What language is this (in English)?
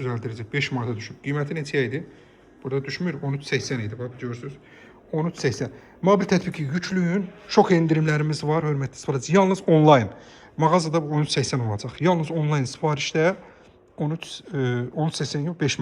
Azerbaijani